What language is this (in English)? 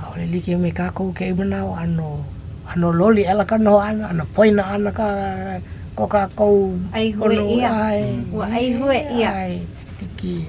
Hawaiian